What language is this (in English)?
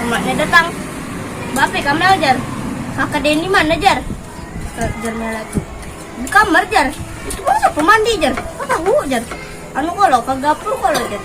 Banjar